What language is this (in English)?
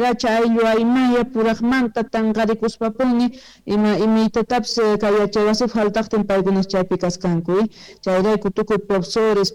Quechua